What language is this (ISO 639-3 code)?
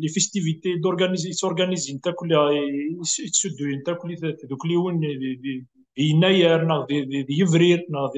kab